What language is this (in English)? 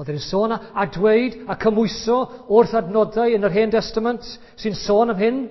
Welsh